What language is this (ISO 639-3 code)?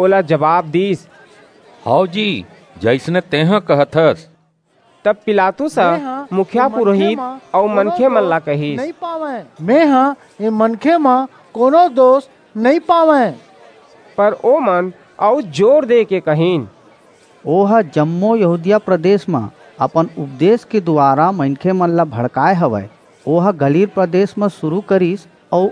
hne